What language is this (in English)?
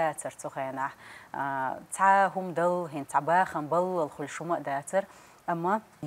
Chechen